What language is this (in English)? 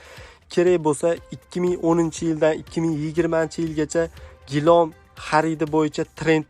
Uzbek